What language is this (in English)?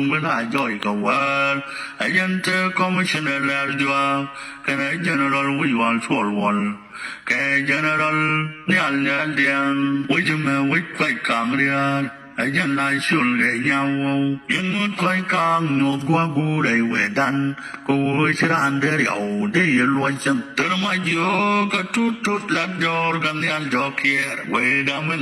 Nuer